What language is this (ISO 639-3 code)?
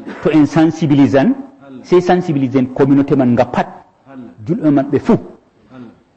ful